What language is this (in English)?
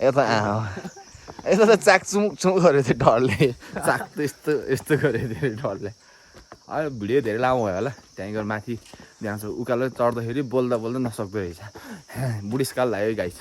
Nepali